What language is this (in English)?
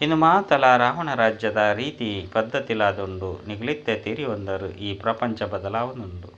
Tulu